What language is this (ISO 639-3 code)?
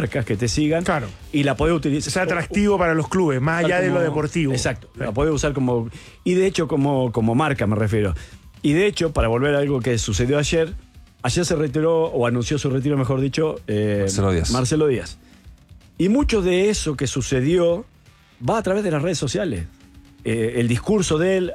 spa